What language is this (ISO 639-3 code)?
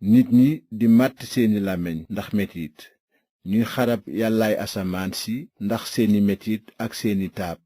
wol